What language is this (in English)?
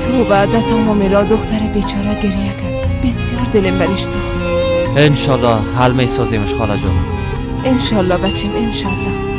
Persian